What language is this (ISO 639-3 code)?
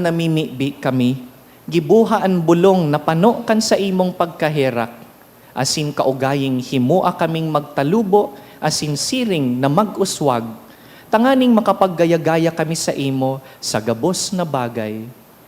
bik